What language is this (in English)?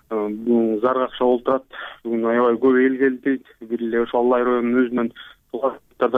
Kyrgyz